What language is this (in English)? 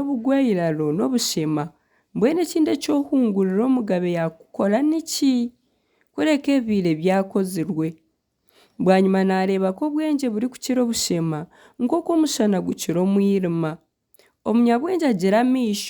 Nyankole